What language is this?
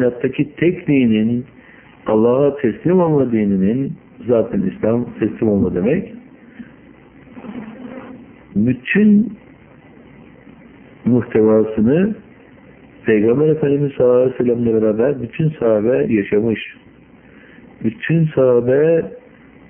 Turkish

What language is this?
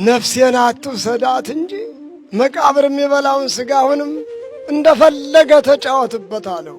Amharic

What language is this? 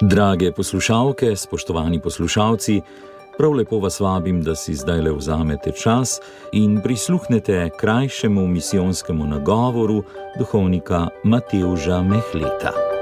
Slovenian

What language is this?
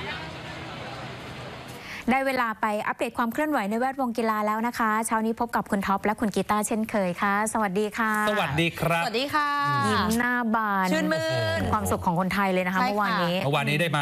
Thai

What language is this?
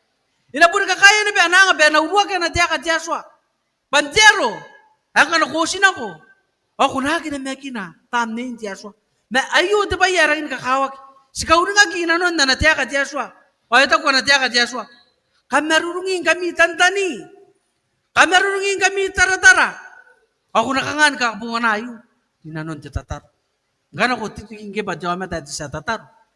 Gilbertese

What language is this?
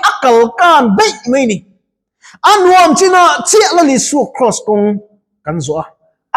Mizo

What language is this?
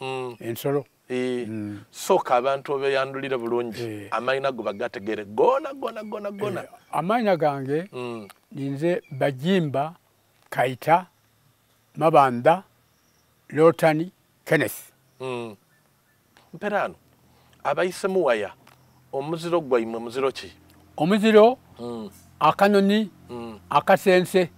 Soga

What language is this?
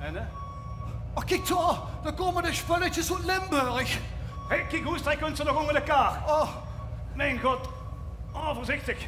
Limburgish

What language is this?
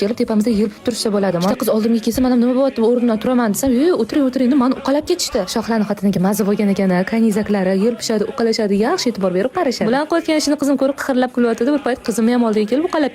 Uzbek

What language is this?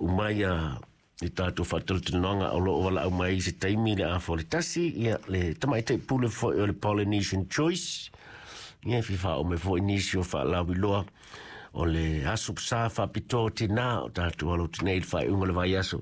Samoan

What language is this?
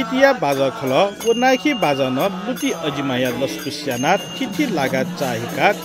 Newari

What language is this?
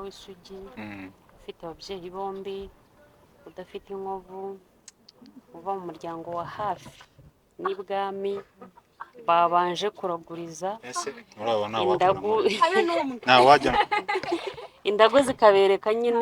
Kinyarwanda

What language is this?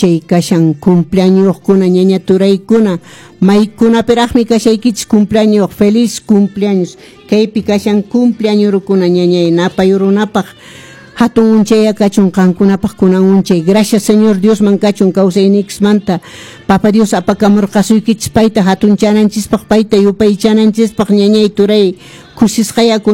Quechua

